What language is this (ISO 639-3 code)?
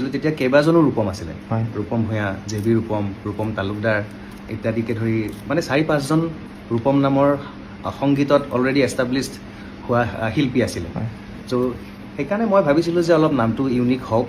asm